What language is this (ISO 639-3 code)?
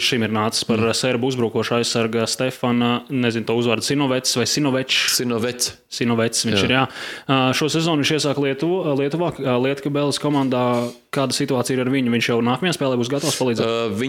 lav